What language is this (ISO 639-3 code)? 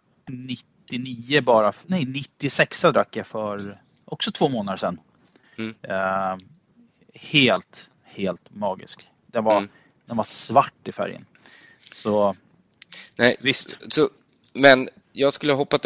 swe